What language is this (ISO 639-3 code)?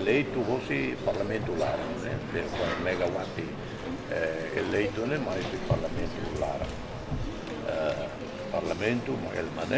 tet